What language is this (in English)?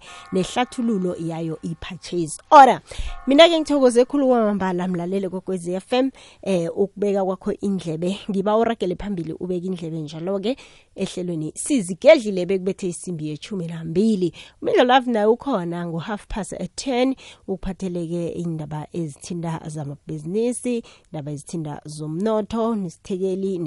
South Ndebele